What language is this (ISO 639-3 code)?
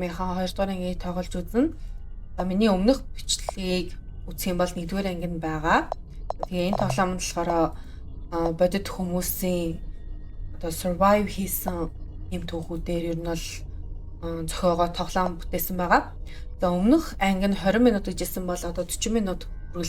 mon